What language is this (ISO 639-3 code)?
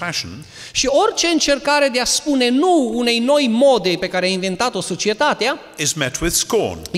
ron